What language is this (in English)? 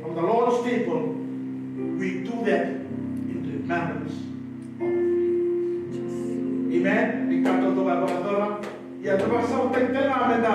Fijian